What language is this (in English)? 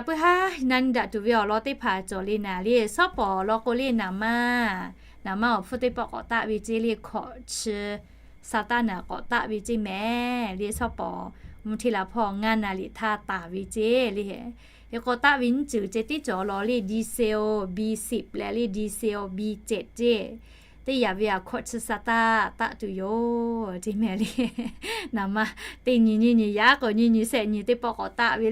Lahu